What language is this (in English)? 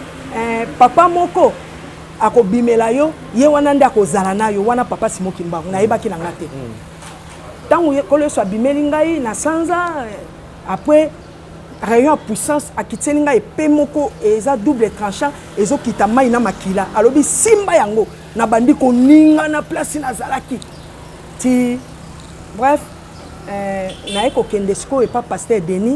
Lingala